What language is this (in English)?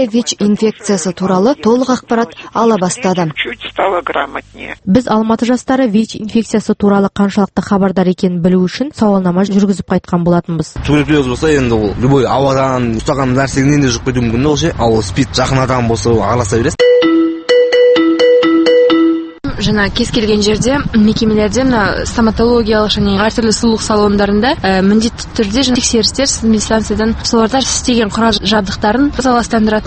Kazakh